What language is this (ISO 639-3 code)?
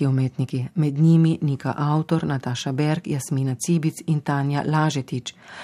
slv